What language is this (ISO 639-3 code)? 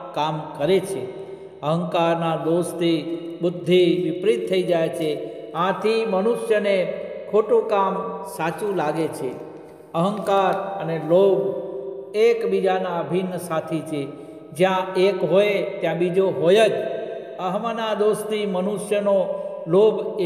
guj